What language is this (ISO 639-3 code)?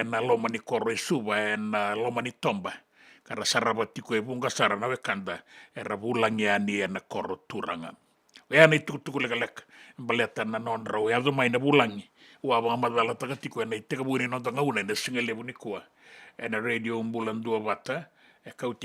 fij